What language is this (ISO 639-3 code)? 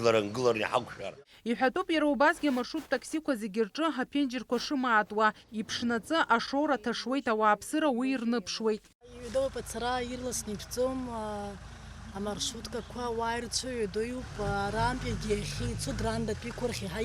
abk